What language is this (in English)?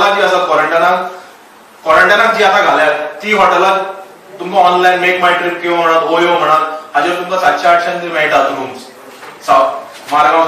Konkani